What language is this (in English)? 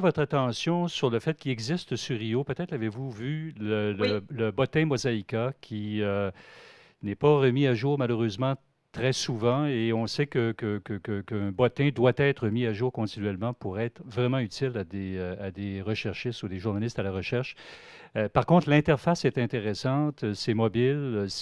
French